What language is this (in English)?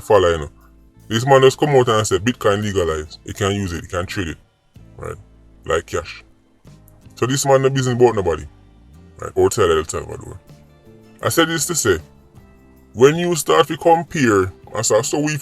Jamaican Creole English